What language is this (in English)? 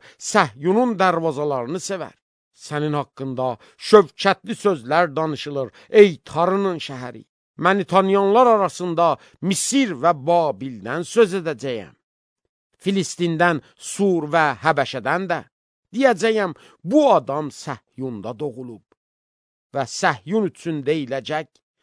Azerbaijani